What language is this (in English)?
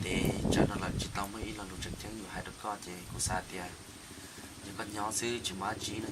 Hmong